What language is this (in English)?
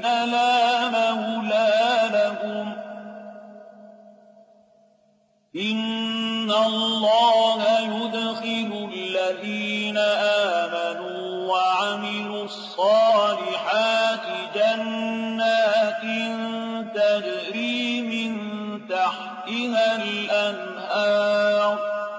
Arabic